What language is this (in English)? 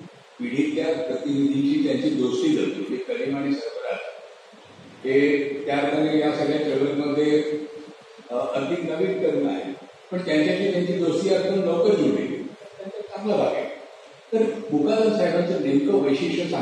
Marathi